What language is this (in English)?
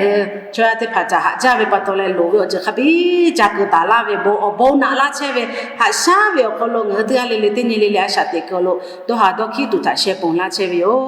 Lahu